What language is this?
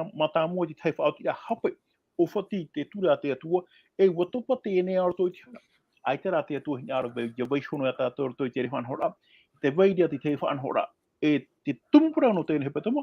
Tahitian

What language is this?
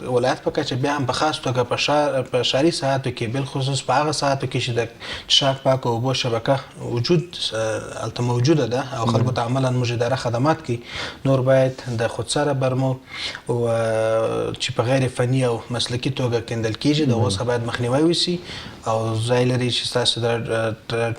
Pashto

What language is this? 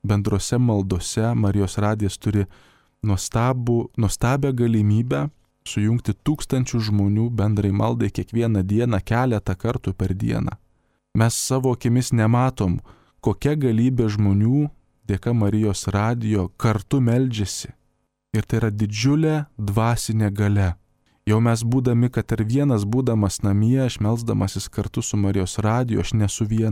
Lithuanian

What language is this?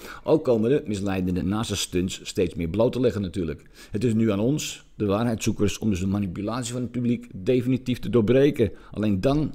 Dutch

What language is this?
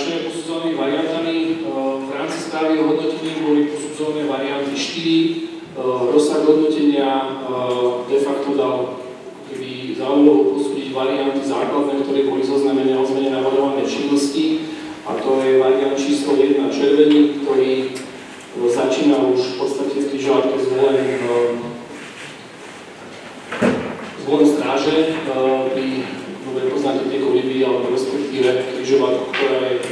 Slovak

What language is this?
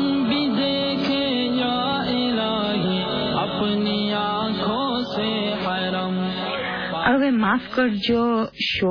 Gujarati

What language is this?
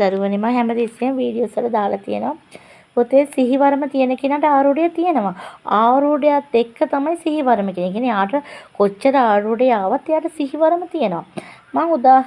Sinhala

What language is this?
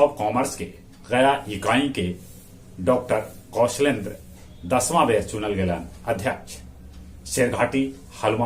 Magahi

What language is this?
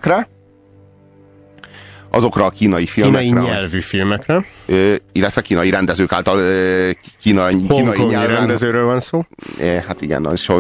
Hungarian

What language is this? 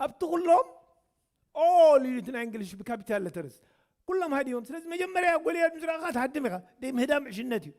Tigrinya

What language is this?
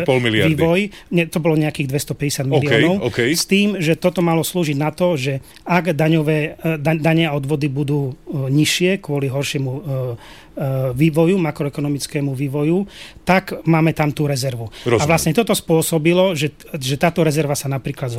Slovak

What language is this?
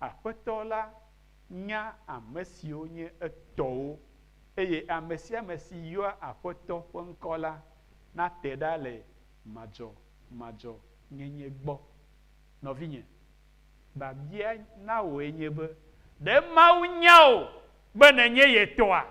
Ewe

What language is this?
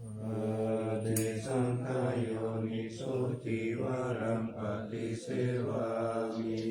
Pali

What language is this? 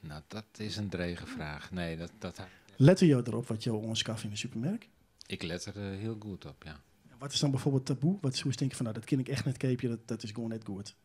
Western Frisian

